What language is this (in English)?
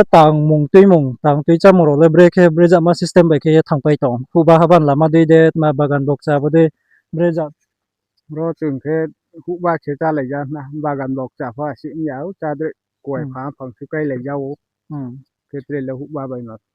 Riang (India)